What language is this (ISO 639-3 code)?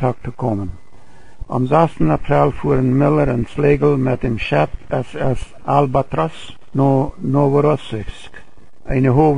pdt